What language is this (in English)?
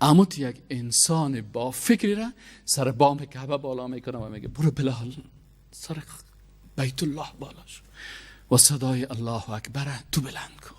Persian